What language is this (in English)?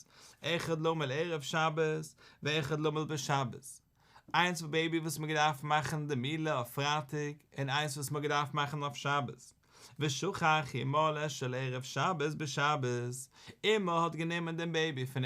Yiddish